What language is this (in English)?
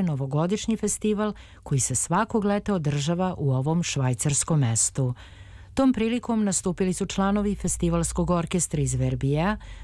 Serbian